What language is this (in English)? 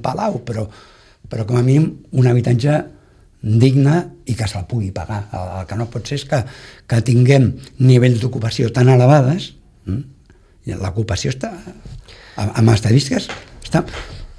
Catalan